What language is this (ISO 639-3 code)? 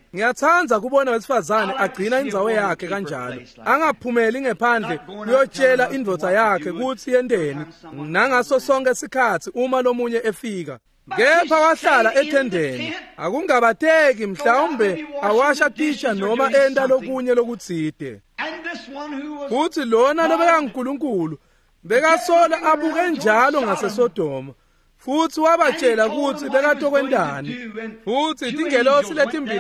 ssw